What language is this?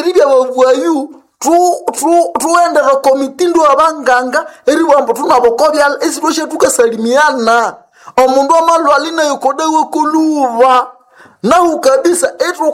Nande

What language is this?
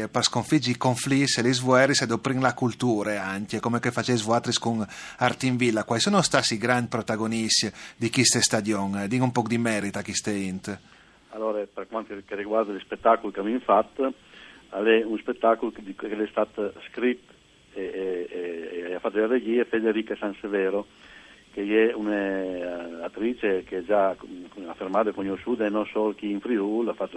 Friulian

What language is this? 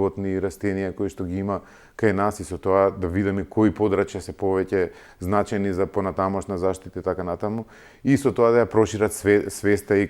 Macedonian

